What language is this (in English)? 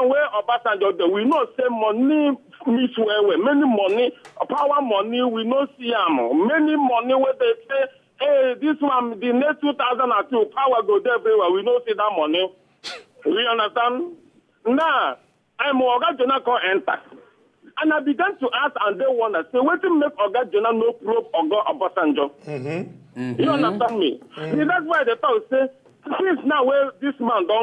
Nigerian Pidgin